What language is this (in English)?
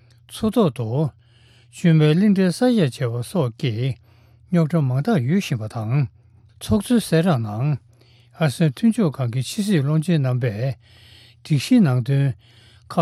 Tibetan